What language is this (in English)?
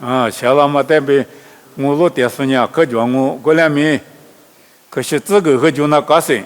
Lisu